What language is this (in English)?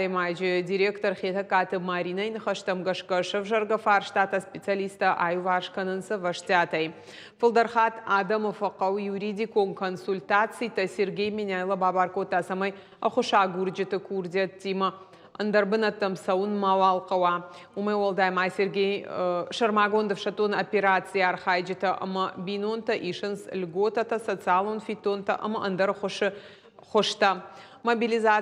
Ossetic